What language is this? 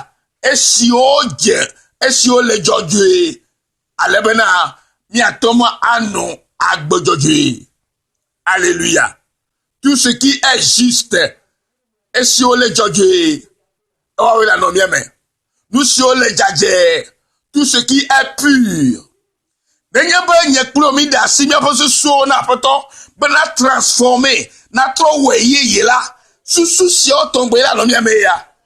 Ewe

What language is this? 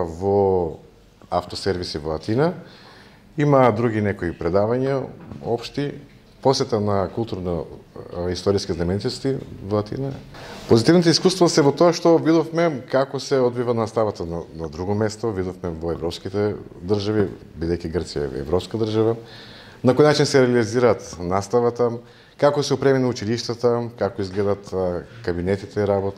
Macedonian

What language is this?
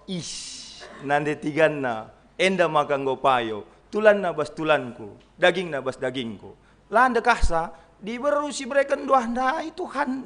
Batak Karo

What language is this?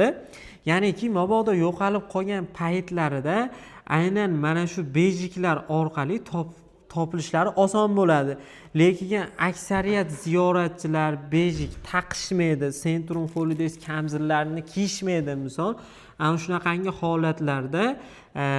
Uzbek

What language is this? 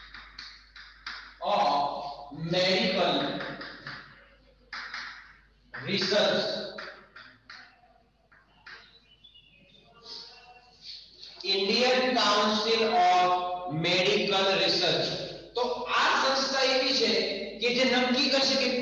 Gujarati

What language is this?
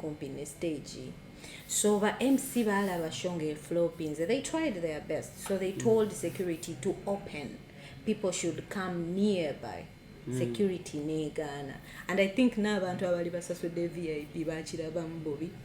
Ganda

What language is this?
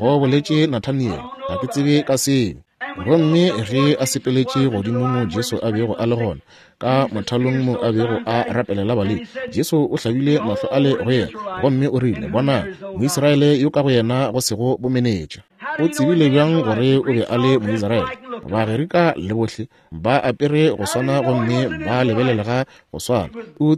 Northern Sotho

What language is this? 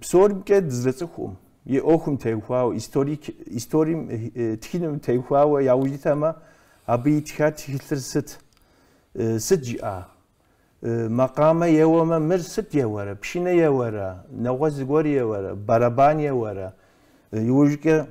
Kabardian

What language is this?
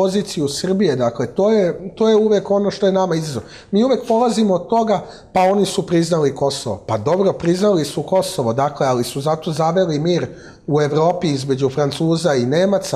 Serbian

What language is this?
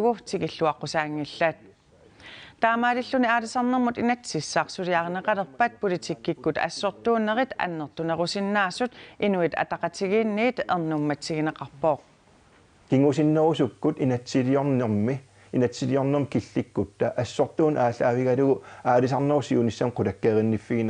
Kalaallisut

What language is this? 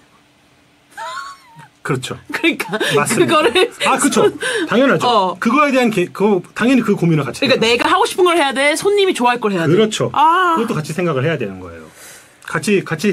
Korean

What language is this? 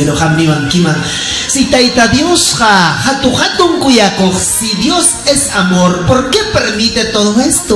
Ayacucho Quechua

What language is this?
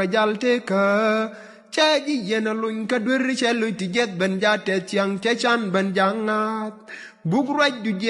Nuer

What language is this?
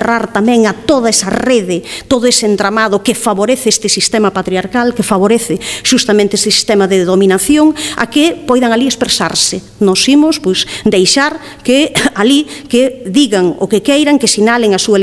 Galician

